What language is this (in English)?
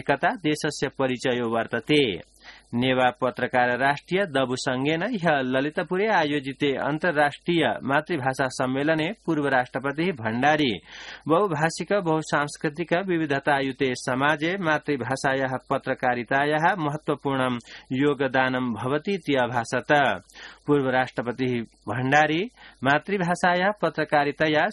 Sanskrit